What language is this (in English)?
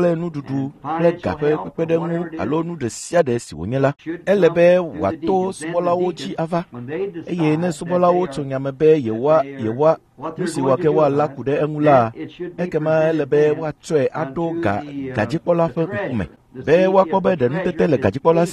Ewe